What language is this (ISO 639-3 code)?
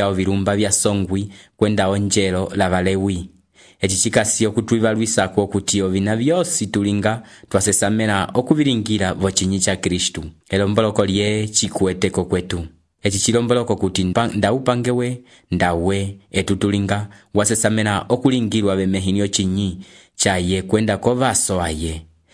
umb